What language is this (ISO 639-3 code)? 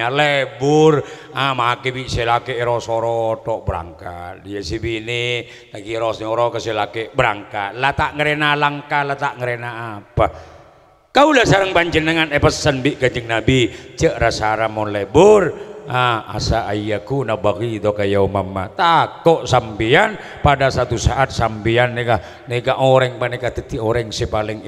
mad